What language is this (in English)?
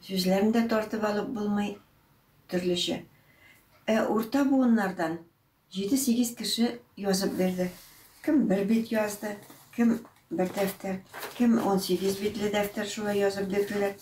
Tatar